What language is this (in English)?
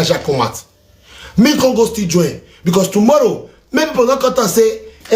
Nigerian Pidgin